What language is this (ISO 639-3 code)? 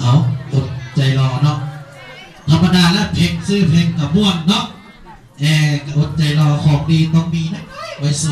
lao